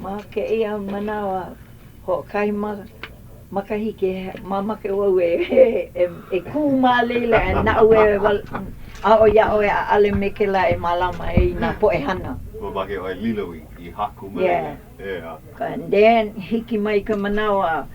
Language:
Hawaiian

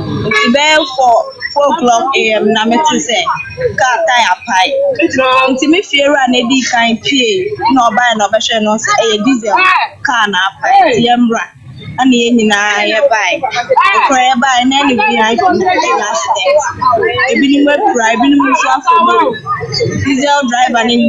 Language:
Akan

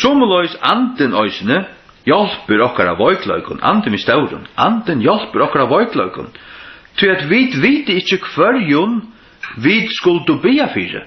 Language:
Faroese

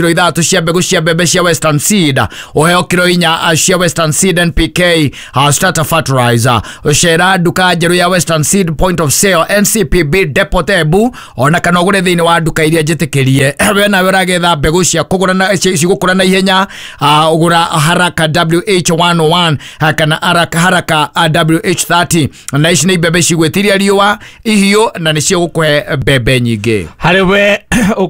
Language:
Kikuyu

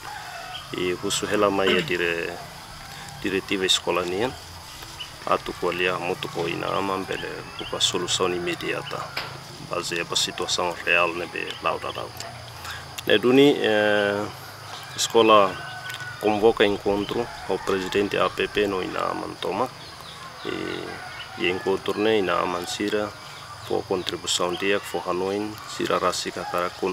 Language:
Tetum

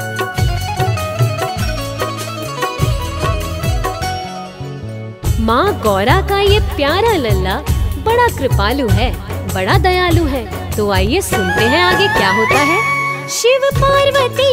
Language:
Hindi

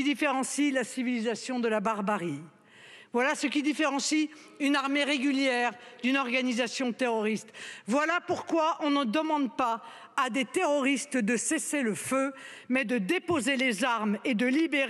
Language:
French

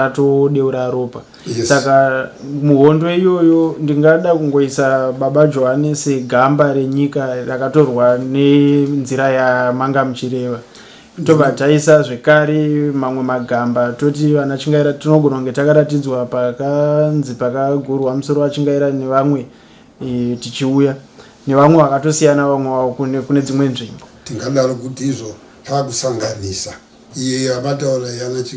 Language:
Shona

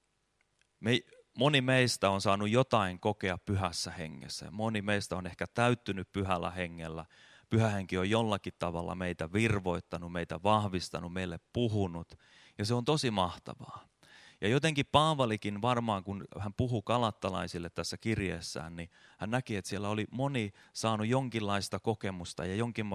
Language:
Finnish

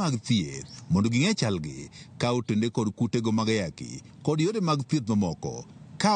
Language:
Luo (Kenya and Tanzania)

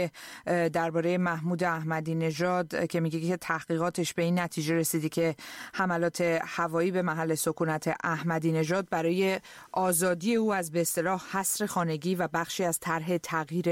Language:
Persian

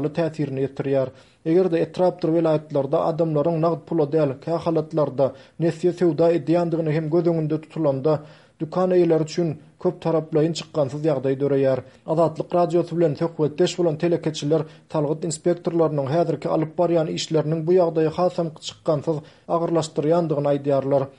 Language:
Turkmen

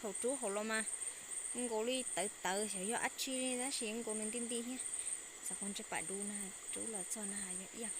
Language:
Hmong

